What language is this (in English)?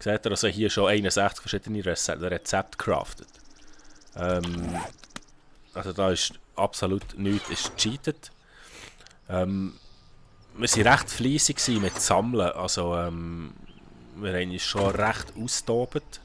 Swiss German